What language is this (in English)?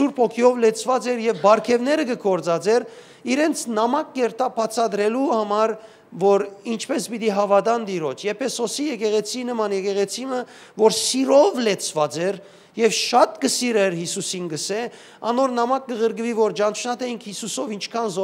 Western Armenian